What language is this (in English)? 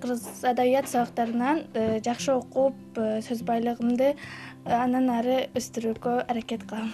Kyrgyz